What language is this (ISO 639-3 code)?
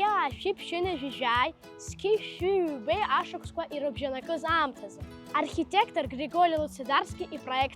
abk